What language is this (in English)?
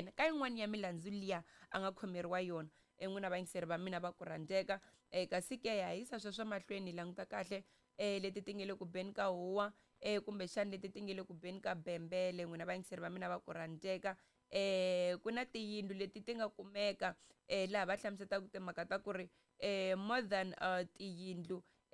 Tsonga